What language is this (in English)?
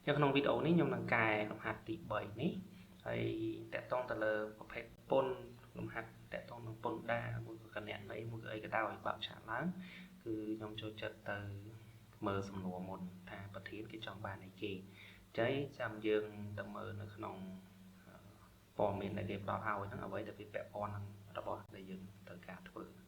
Khmer